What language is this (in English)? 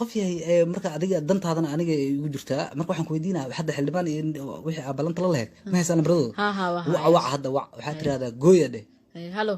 Somali